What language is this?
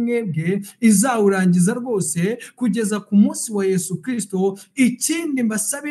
Kinyarwanda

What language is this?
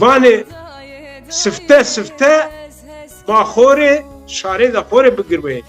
Zaza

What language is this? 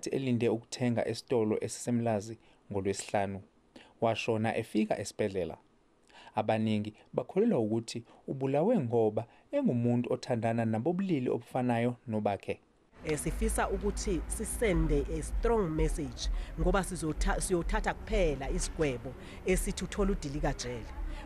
Zulu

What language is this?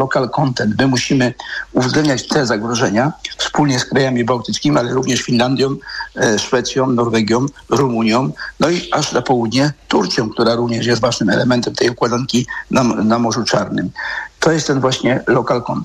Polish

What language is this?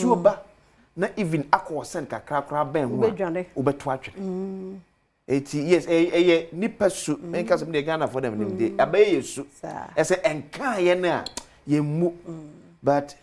Akan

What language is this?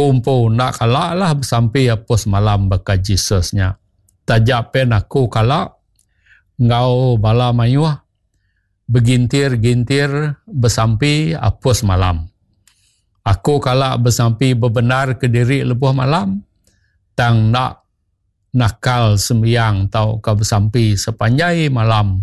Iban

